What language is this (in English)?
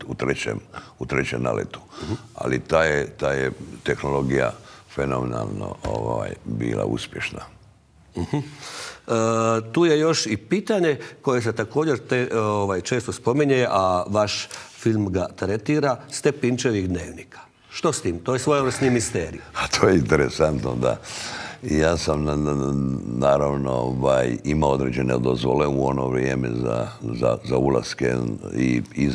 Croatian